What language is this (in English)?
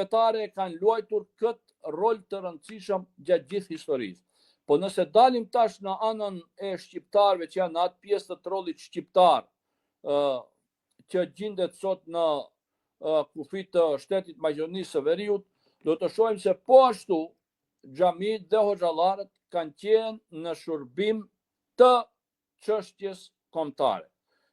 Albanian